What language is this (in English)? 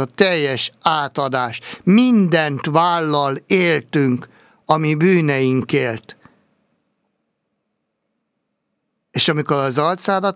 Hungarian